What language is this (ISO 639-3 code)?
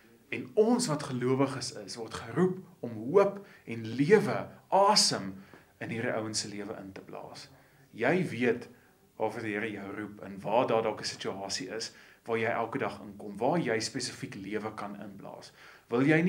afr